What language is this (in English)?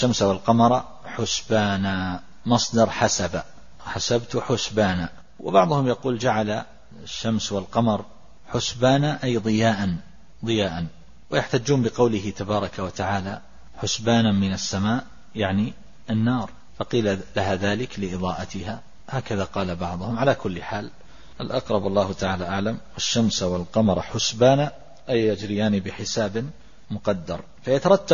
Arabic